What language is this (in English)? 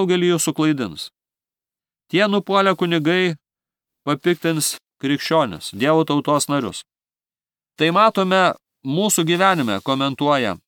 Lithuanian